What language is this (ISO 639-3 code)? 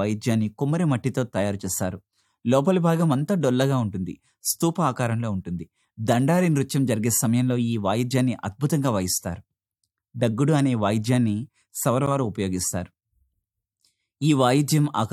tel